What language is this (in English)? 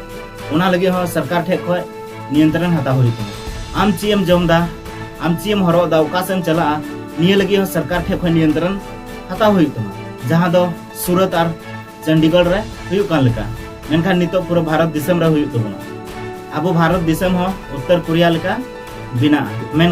Santali